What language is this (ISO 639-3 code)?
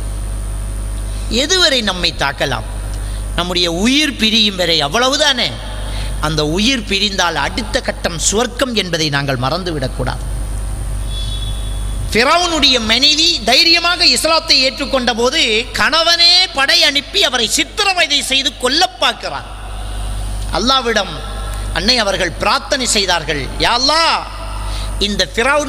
tam